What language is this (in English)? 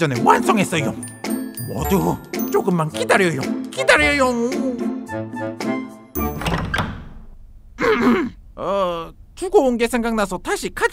Korean